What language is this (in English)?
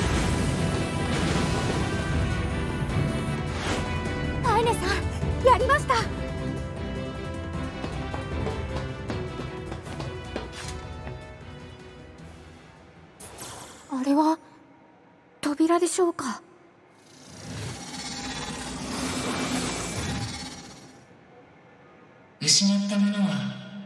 Japanese